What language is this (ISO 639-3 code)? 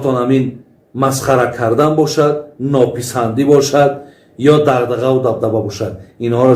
tgk